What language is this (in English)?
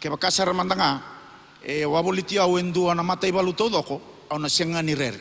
Fijian